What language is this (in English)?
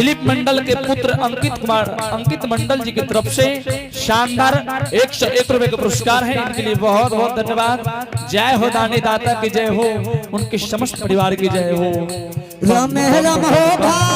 Angika